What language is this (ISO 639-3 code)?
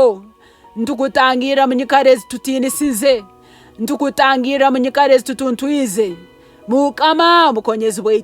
nyo